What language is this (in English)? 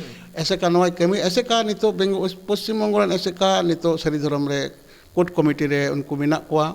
Santali